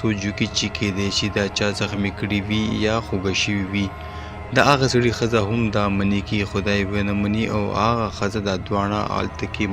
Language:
Pashto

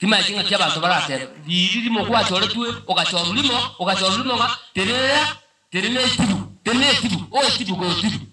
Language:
Gusii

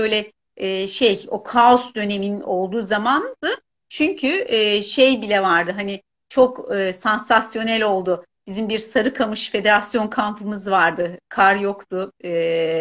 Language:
Turkish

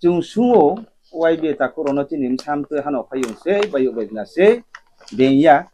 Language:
Riang (India)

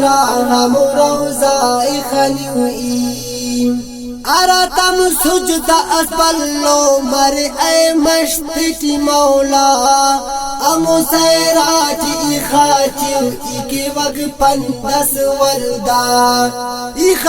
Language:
Brahui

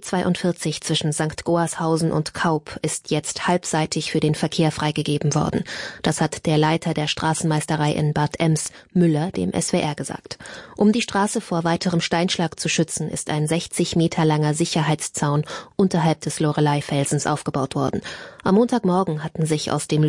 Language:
German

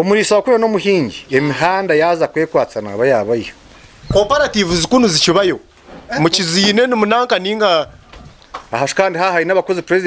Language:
Nyankole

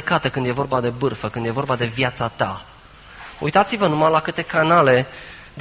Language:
Romanian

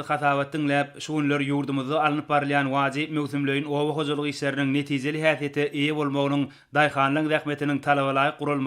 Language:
Turkmen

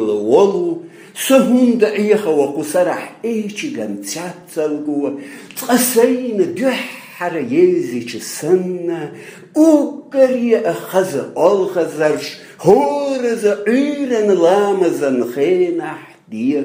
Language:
Chechen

